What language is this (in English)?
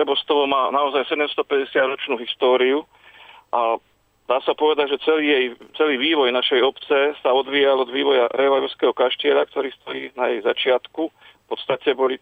Slovak